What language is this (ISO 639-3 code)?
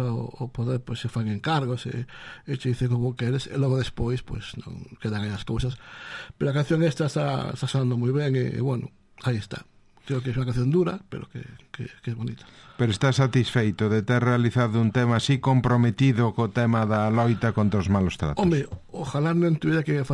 glg